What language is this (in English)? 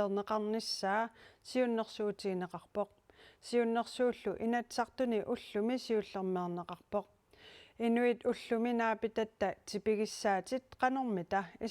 Kalaallisut